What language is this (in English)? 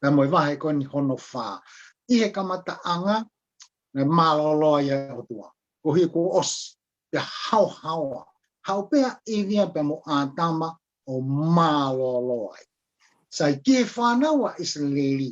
Tongan